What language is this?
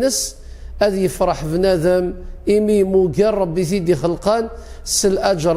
Kabyle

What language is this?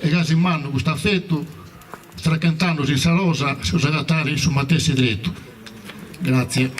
Sardinian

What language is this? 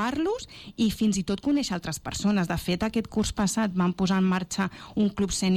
Catalan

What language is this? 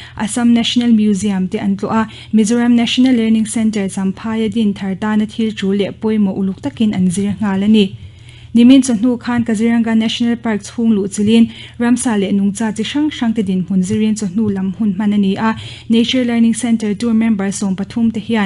Mizo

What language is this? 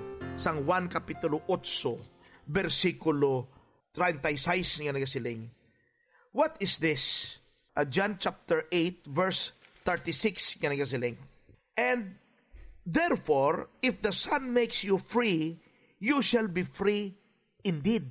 Hiligaynon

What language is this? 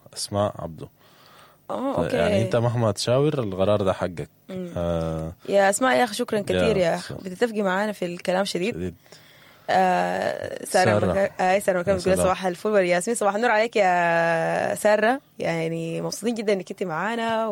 Sudanese Arabic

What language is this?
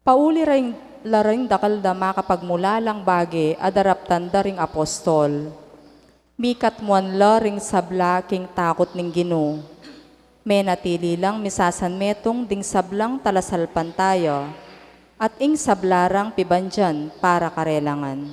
Pampanga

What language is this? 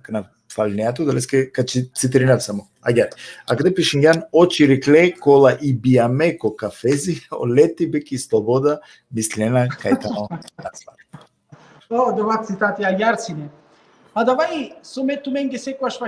Balkan Romani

